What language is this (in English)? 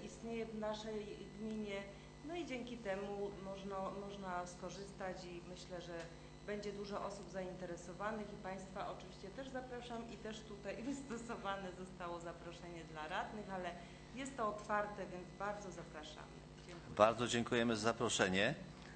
Polish